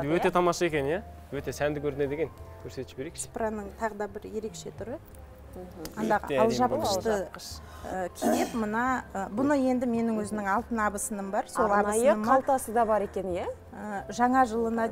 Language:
Kazakh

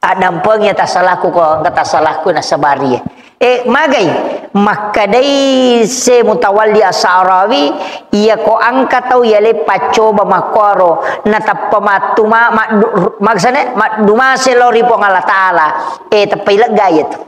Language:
Buginese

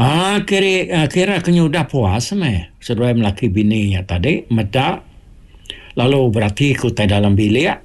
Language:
Iban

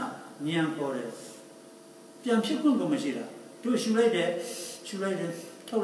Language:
Burmese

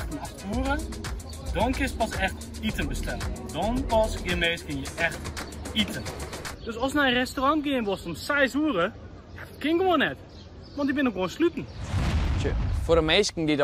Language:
Western Frisian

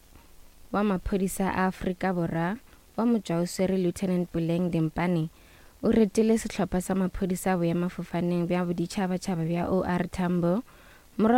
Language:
Northern Sotho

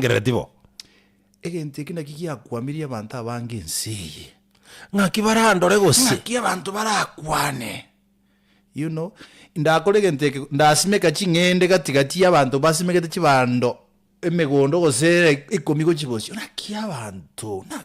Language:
Gusii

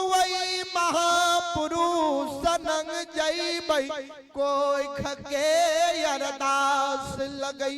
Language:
Maithili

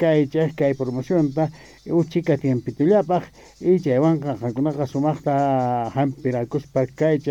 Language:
South Bolivian Quechua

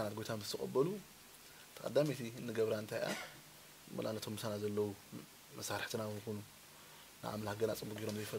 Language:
Tigrinya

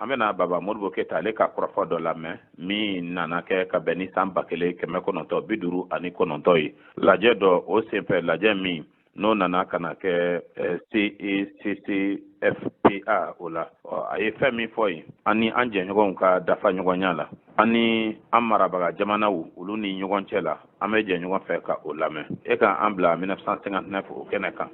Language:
Bambara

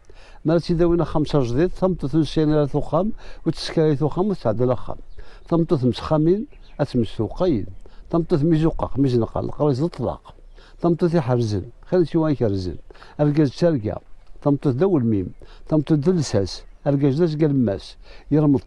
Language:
Kabyle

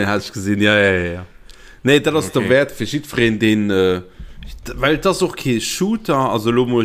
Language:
Luxembourgish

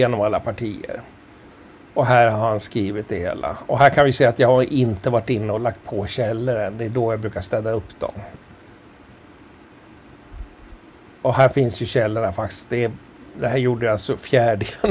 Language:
Swedish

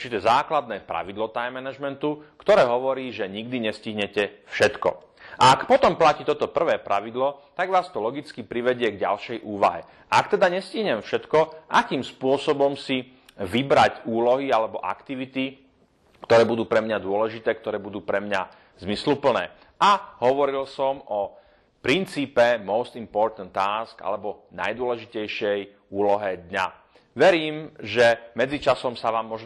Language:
Slovak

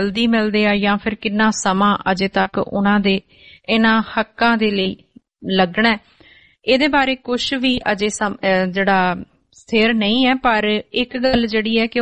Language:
Punjabi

